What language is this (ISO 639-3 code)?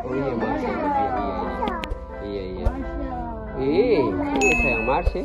abs